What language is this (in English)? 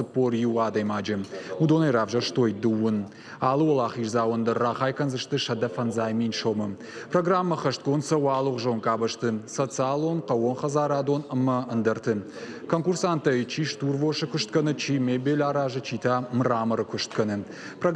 Ossetic